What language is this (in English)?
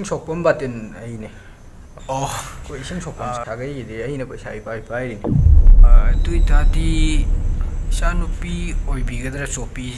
Manipuri